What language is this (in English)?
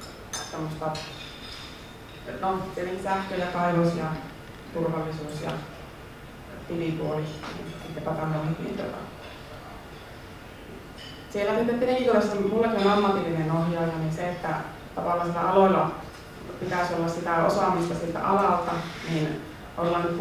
Finnish